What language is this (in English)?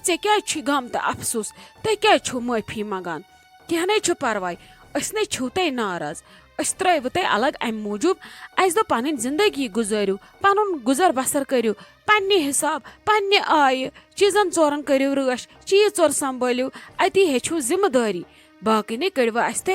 Kashmiri